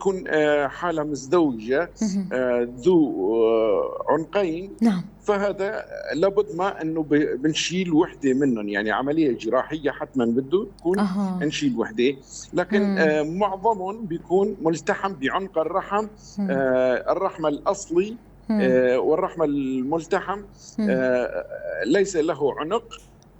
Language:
North Levantine Arabic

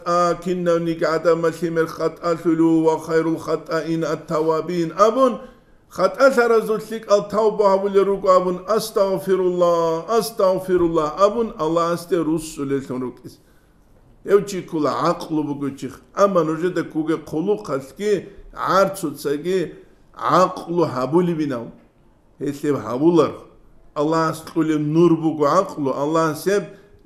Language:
Avaric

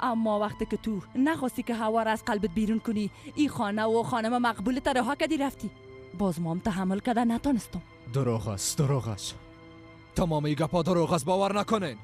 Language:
Persian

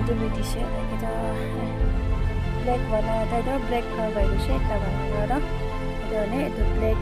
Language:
Naga Pidgin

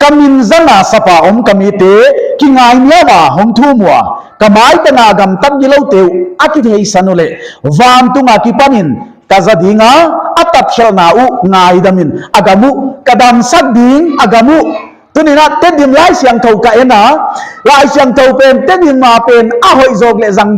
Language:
Paite Chin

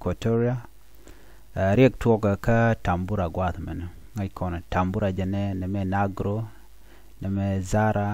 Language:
Nuer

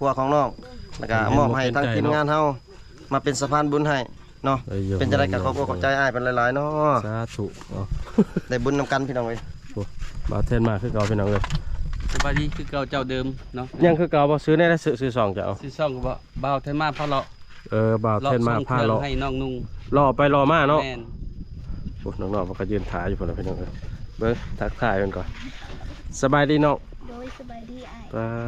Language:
Lao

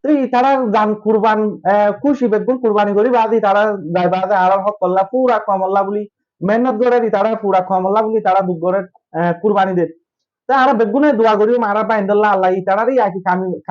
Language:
Rohingya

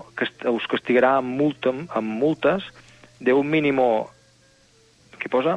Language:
Catalan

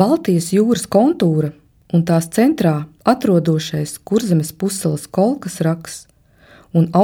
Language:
Latvian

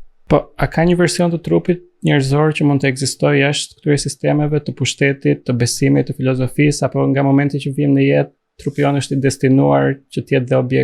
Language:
Albanian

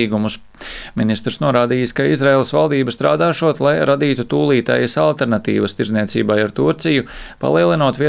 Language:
Latvian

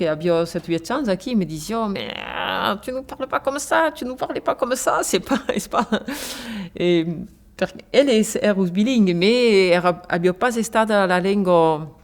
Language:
Occitan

